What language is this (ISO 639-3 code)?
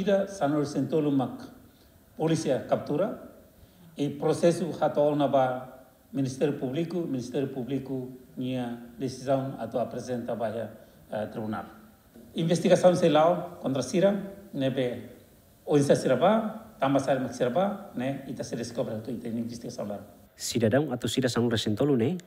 tet